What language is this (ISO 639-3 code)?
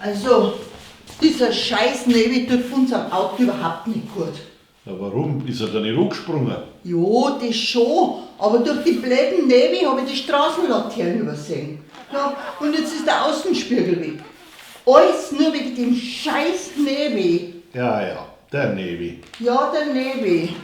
bar